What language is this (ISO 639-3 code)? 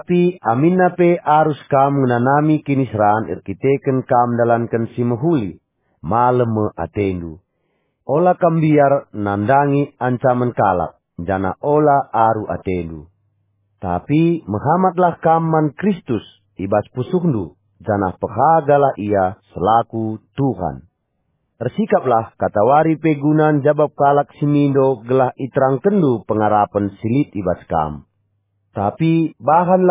btx